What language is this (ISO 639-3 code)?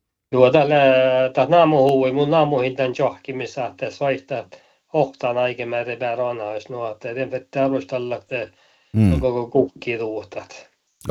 nor